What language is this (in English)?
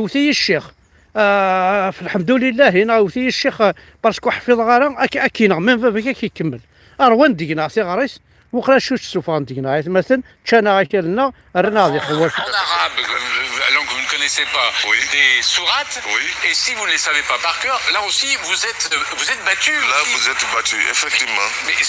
Kabyle